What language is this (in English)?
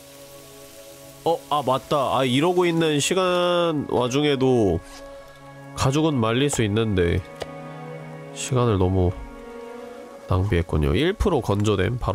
Korean